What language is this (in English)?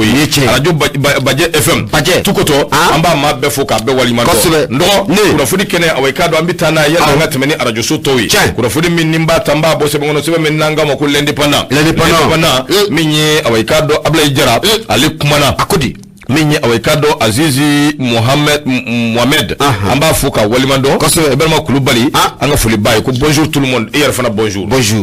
Bambara